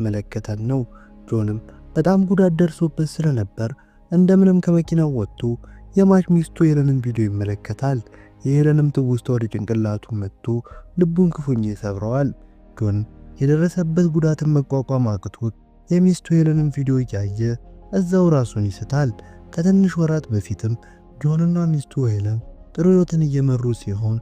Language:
Amharic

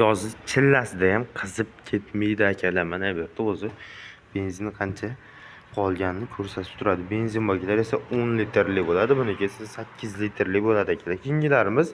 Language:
Uzbek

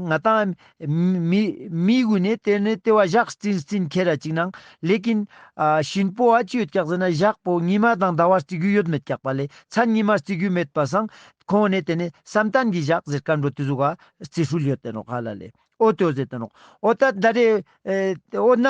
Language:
Ladakhi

